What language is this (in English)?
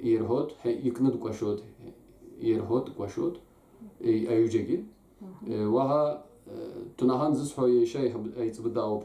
Abkhazian